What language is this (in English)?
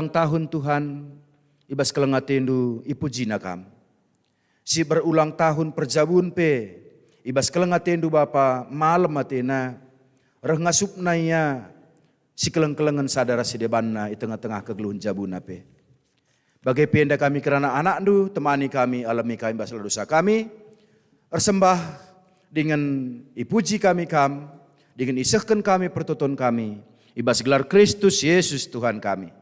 Batak Karo